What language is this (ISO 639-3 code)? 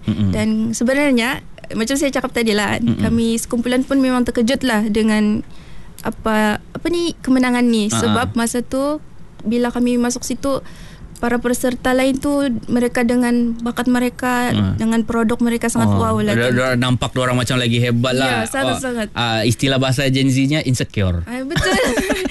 msa